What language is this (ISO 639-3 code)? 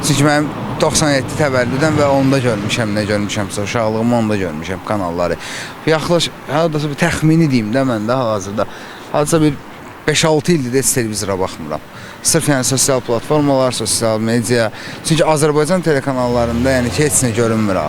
aze